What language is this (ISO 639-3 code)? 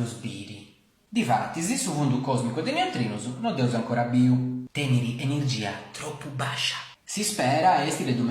srd